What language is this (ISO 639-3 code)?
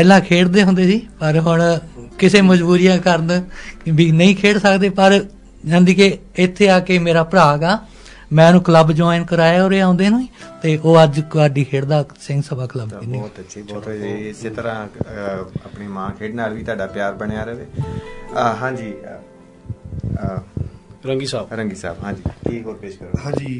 pan